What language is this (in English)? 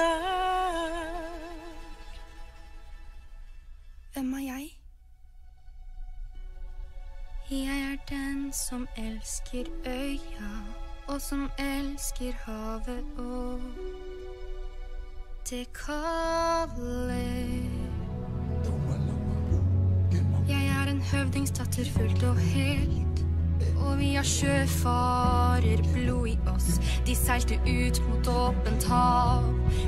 Norwegian